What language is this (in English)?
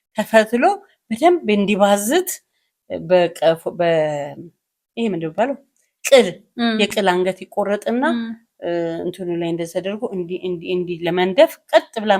Amharic